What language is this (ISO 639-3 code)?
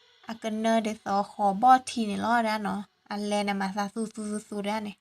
ksw